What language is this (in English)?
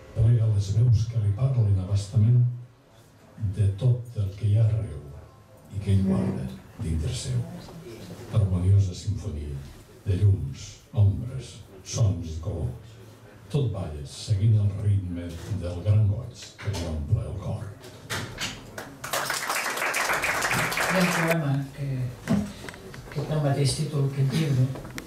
Catalan